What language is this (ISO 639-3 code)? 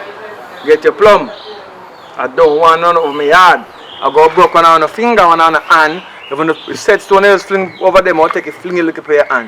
jam